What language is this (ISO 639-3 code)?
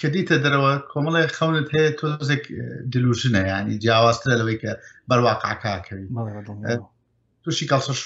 ckb